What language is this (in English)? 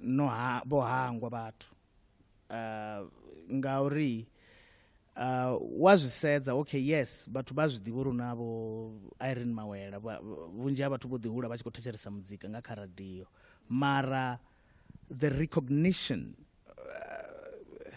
Venda